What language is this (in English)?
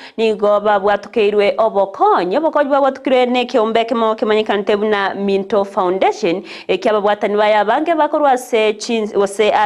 Gusii